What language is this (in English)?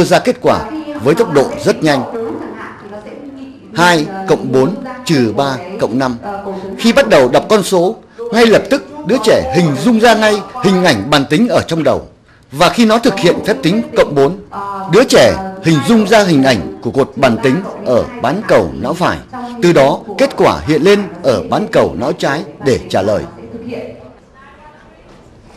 Vietnamese